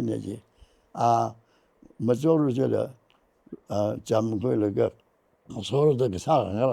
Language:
Tangkhul Naga (India)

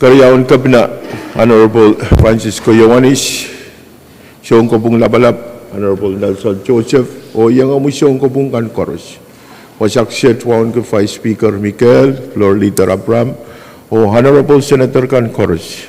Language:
Pohnpeian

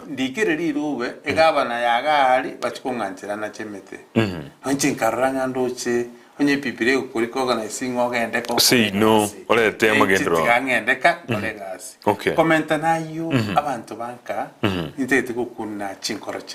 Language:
Gusii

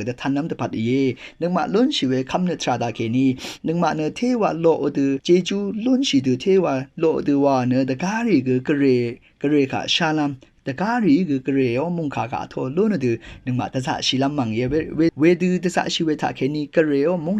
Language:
Rawang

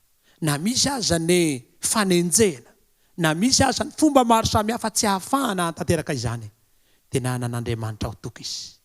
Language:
Malagasy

